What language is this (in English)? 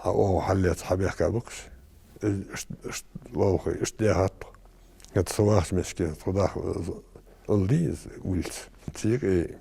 Ingush